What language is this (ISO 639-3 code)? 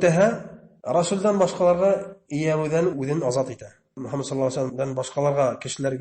bak